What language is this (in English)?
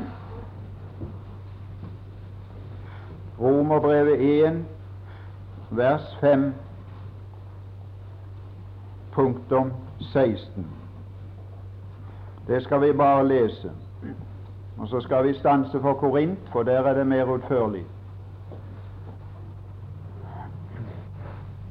Norwegian